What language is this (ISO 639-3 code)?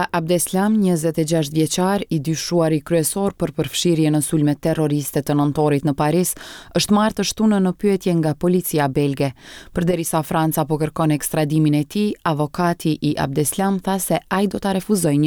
sqi